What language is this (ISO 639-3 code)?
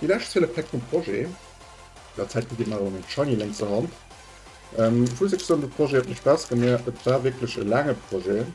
ltz